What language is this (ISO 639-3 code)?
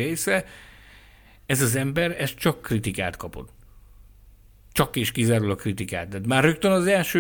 hun